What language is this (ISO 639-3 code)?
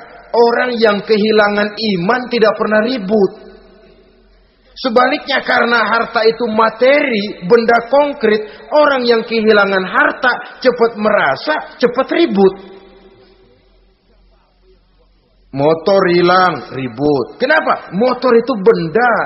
ind